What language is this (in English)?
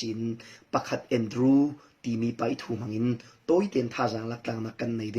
Falam Chin